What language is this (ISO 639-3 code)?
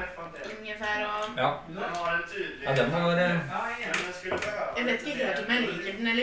nor